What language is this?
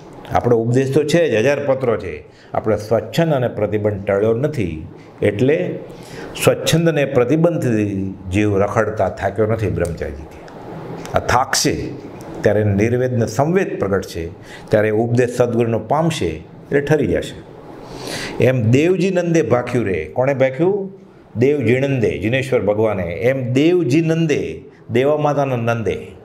Gujarati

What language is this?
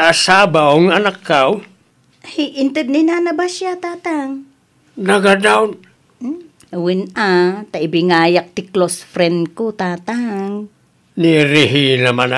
Iloko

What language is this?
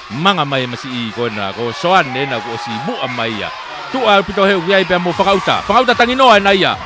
Tongan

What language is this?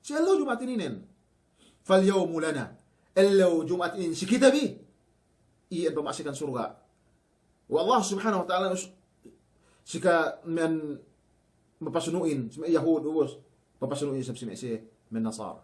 Yakan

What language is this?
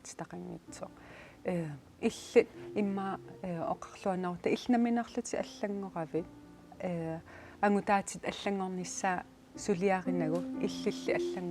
Kalaallisut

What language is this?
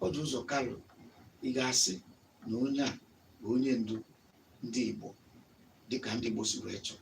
Igbo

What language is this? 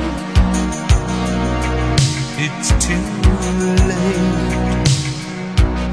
Italian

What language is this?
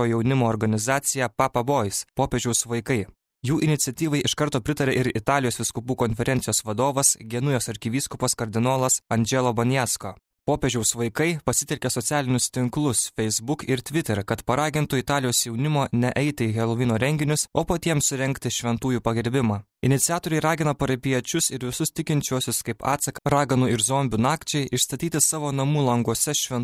Lithuanian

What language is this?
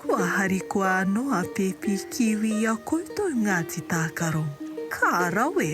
Māori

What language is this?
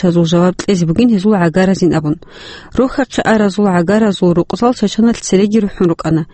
Avaric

